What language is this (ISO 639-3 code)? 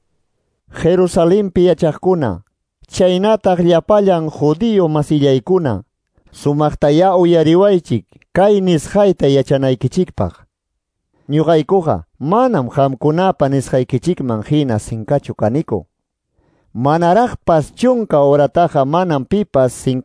que